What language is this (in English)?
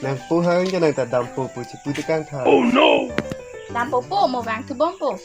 Karbi